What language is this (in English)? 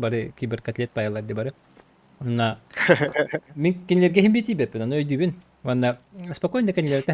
Yakut